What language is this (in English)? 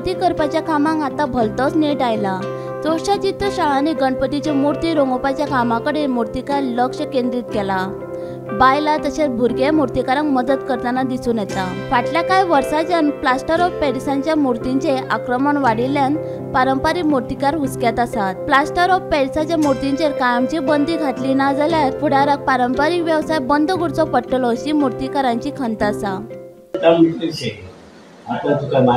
Konkani